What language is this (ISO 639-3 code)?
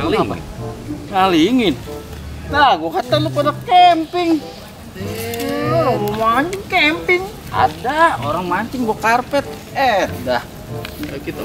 bew